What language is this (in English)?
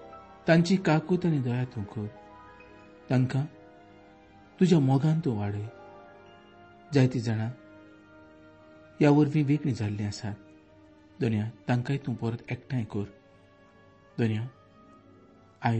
Konkani